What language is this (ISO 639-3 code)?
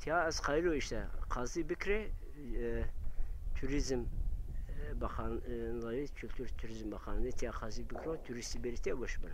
zza